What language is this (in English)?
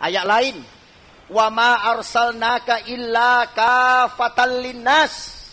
Buginese